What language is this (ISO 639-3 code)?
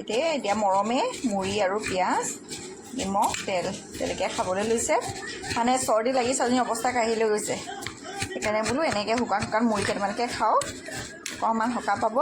asm